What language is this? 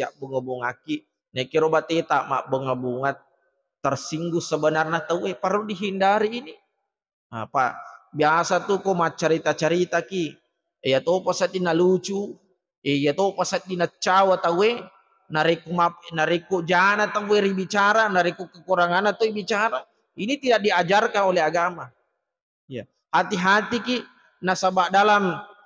Buginese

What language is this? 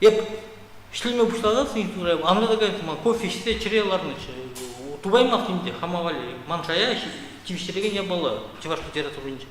Chuvash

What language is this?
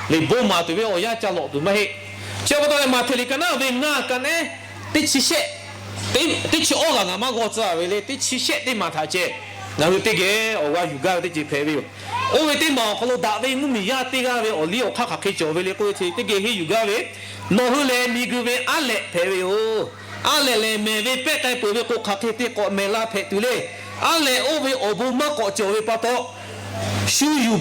Lahu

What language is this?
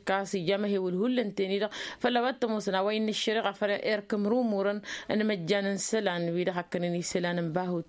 Tamasheq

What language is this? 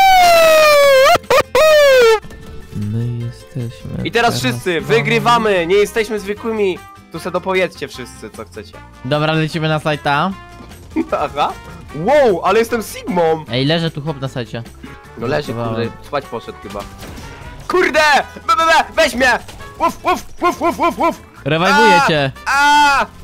Polish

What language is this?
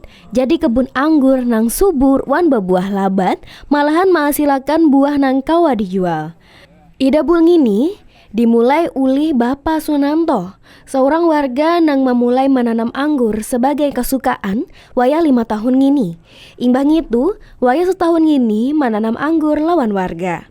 Banjar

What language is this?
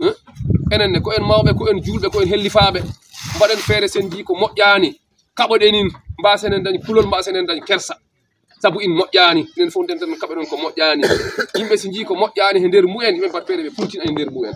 Fula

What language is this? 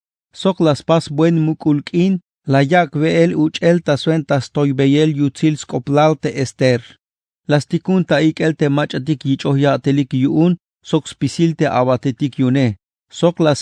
Tzeltal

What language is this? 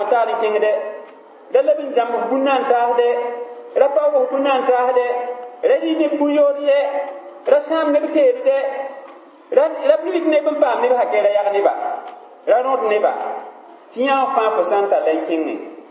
Mossi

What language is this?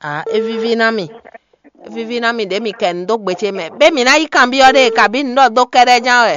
Fon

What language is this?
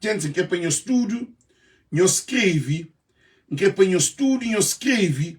Kabuverdianu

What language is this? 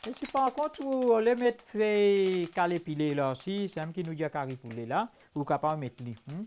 Morisyen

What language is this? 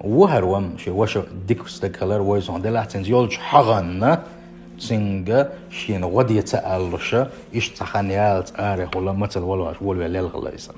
Chechen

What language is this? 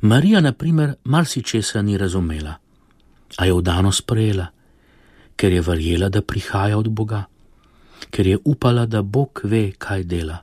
Slovenian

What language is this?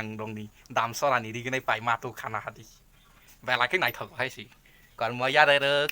Kok Borok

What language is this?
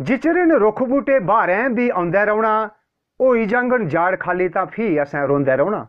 Dogri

